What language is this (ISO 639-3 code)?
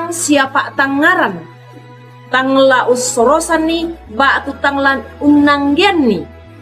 sda